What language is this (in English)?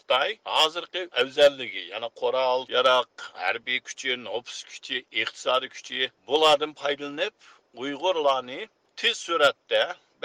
Uyghur